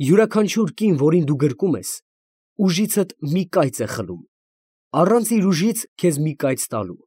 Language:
Armenian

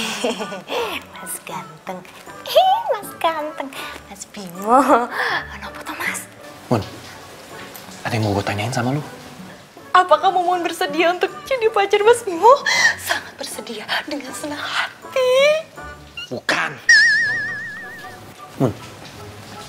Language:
Indonesian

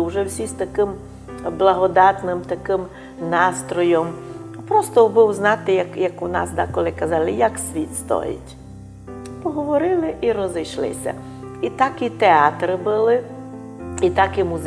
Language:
Rusyn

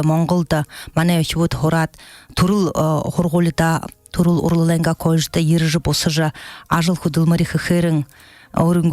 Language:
Buriat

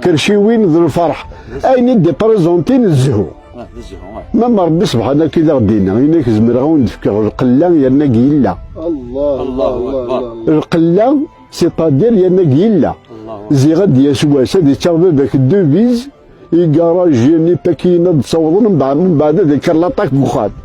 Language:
Kabyle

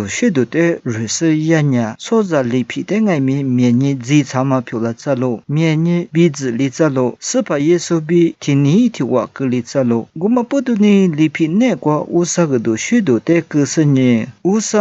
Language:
Lisu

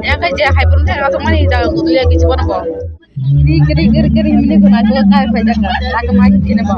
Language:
Kok Borok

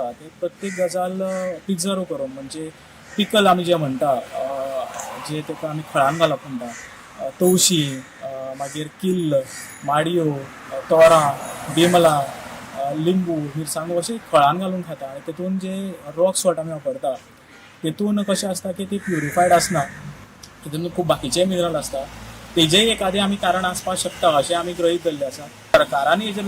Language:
Konkani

